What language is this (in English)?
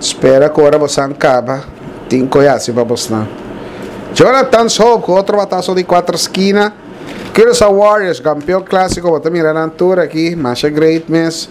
Papiamento